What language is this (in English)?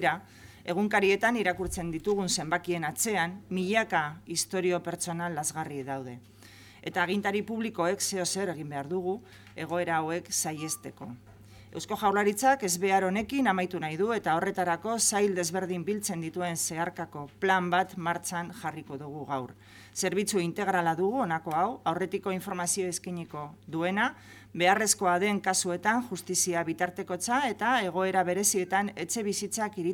Basque